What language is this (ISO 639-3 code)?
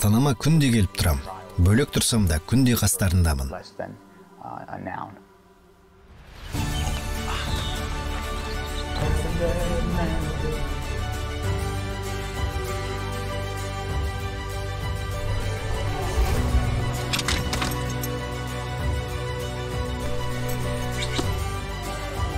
kaz